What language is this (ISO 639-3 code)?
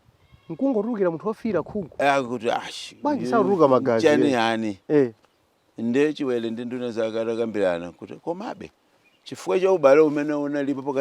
nya